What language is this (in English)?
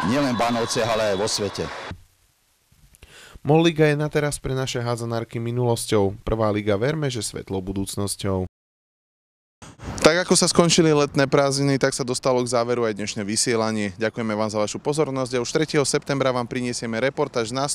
Slovak